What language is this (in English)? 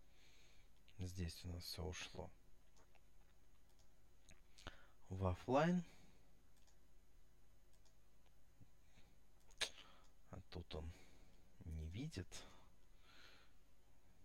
Russian